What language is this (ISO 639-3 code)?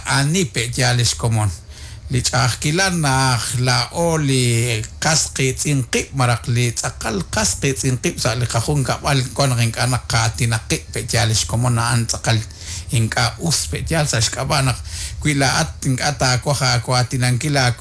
kek